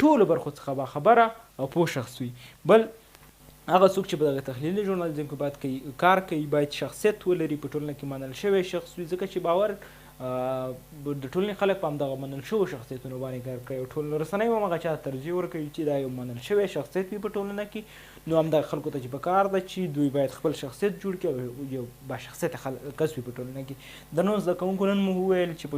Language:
Pashto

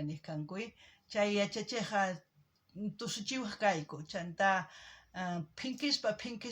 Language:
South Bolivian Quechua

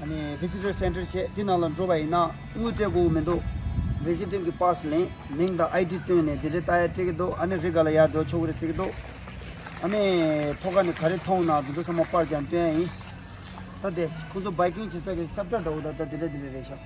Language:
Tibetan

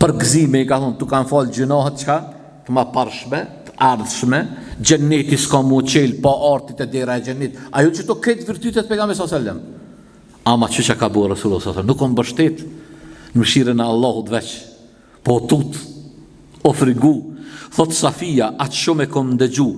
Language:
Albanian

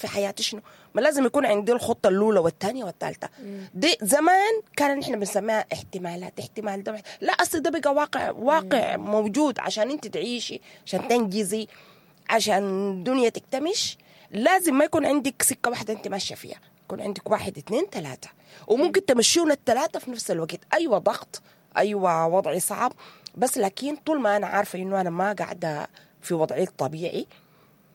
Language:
Sudanese Arabic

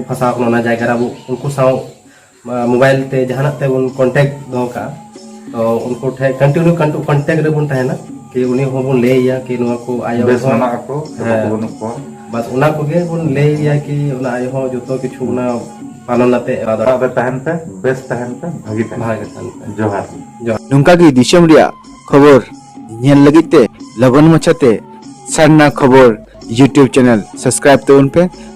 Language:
Santali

